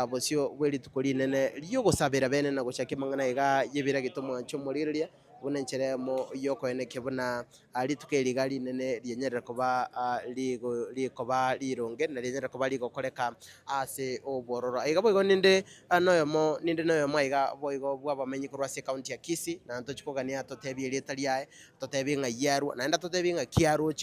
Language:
Gusii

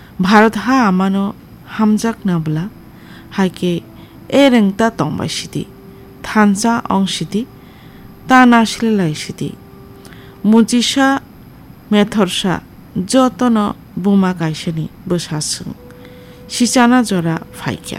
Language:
Kok Borok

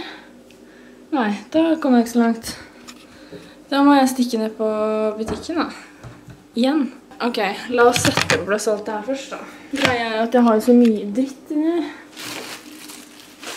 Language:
Norwegian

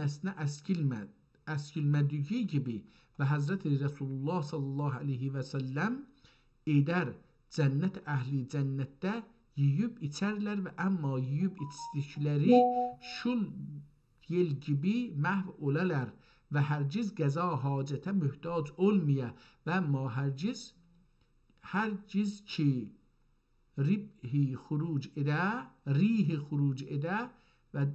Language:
South Azerbaijani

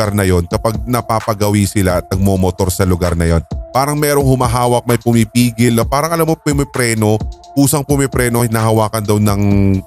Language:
Filipino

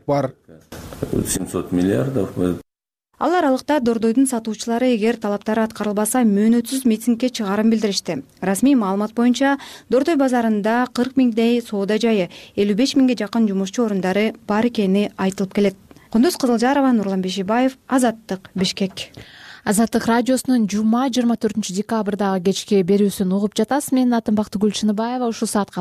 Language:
Kyrgyz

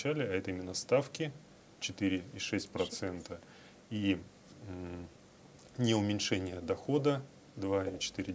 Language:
Russian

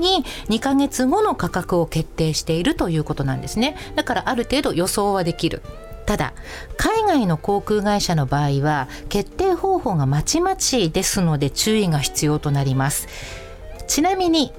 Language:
Japanese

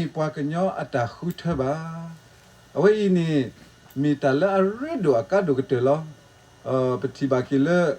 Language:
S'gaw Karen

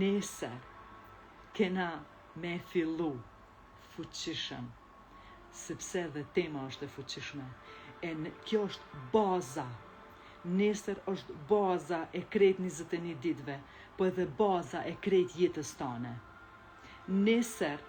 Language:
Albanian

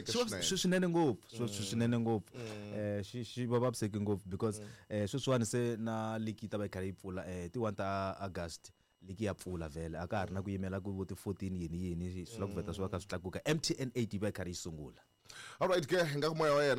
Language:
Tsonga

